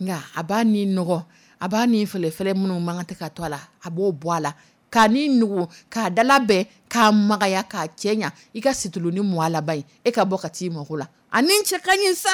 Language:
Dyula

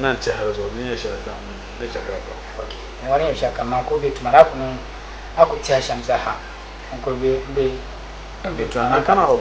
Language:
Dagbani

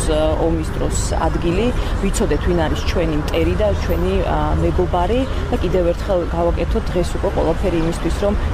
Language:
Georgian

